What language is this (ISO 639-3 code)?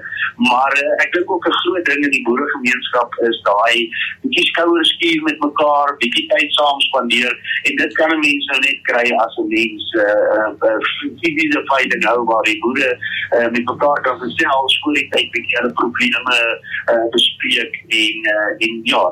afr